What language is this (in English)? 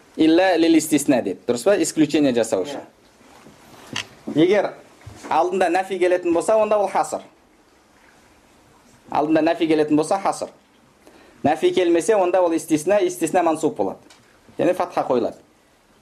Kazakh